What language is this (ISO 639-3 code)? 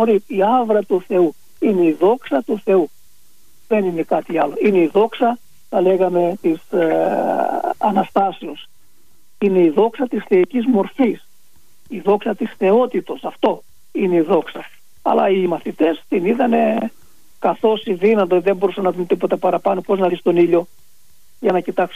ell